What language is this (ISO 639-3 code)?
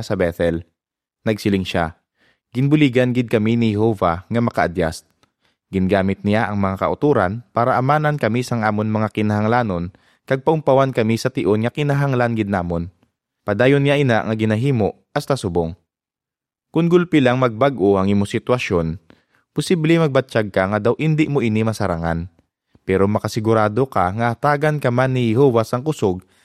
hil